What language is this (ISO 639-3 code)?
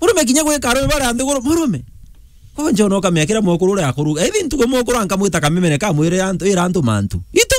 mer